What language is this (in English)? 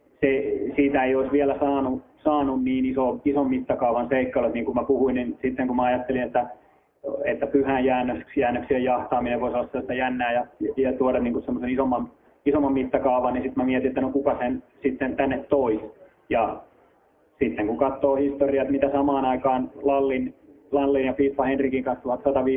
Finnish